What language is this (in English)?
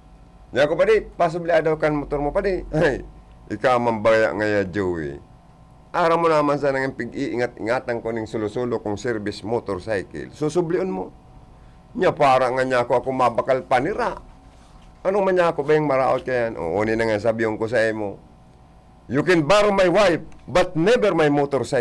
Bikol